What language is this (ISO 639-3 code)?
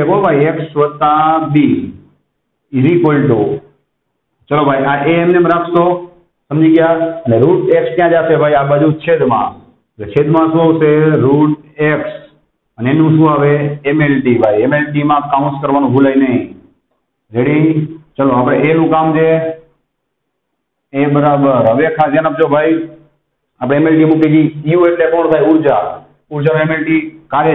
guj